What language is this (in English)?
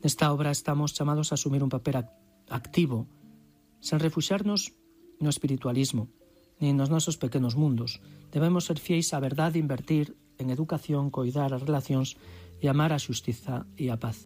Galician